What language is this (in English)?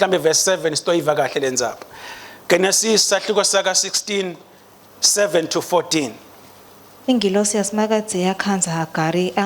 Swati